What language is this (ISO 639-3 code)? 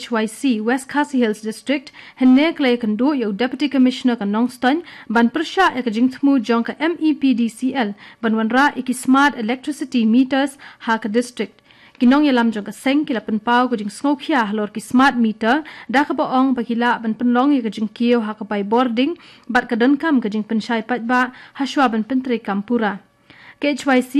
kha